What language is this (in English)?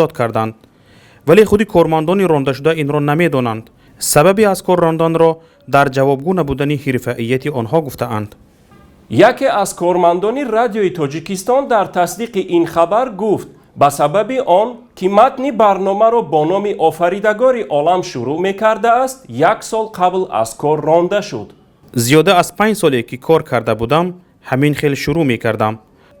Tajik